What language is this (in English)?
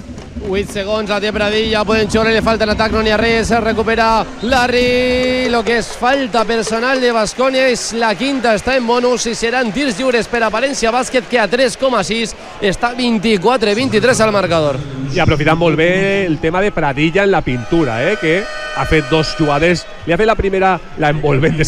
Catalan